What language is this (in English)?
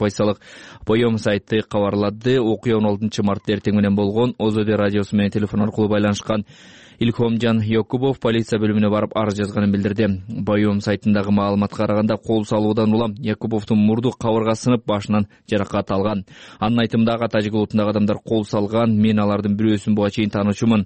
Kyrgyz